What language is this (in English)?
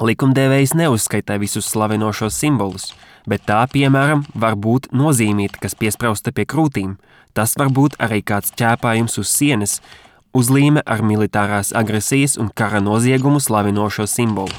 Latvian